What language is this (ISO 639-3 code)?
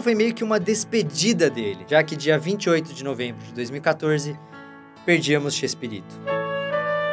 por